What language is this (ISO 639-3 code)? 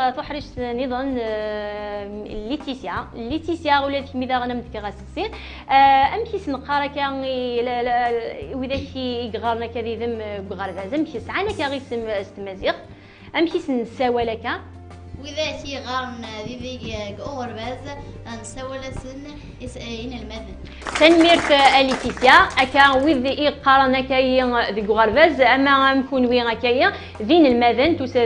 kab